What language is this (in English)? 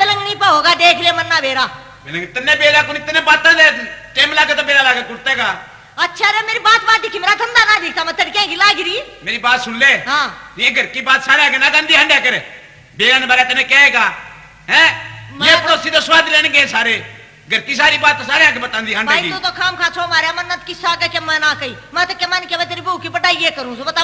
Haryanvi